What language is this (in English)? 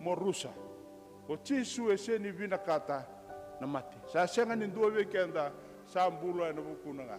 Fijian